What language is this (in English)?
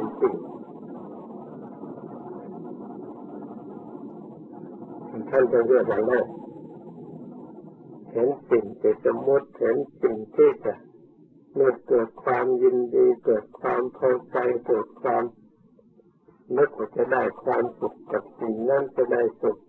Thai